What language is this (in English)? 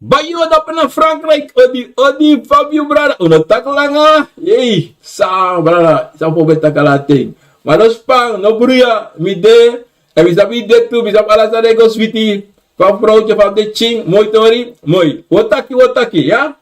Sranan Tongo